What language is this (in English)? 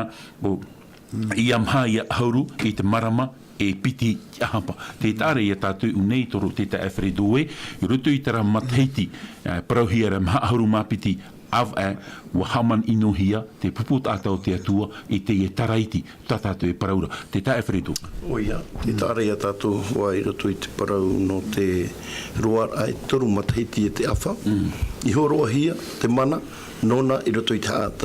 Tahitian